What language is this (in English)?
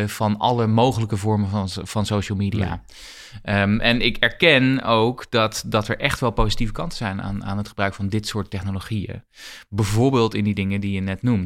Dutch